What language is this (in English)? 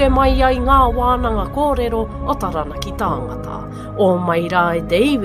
Māori